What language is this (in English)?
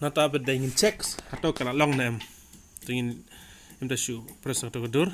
Khasi